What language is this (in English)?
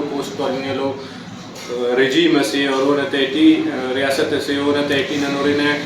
Brahui